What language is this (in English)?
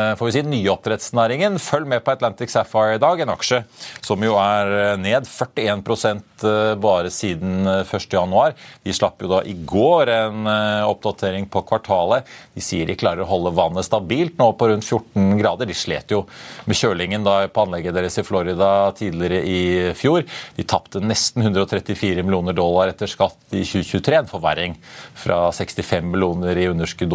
Norwegian